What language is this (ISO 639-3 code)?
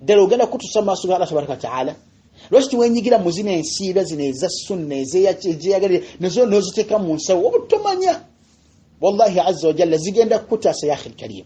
lug